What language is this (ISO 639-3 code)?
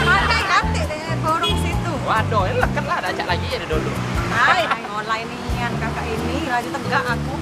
mui